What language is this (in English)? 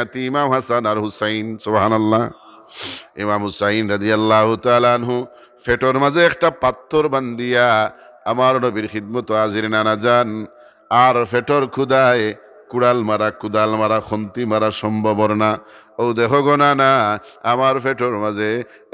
Sylheti